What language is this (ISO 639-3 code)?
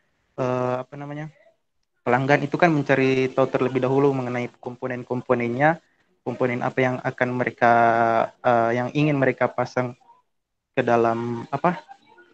ind